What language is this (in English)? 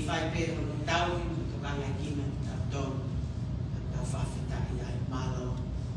Tongan